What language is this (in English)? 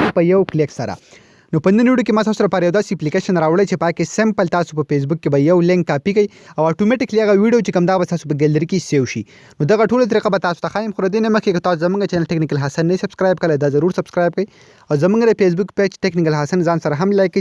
Pashto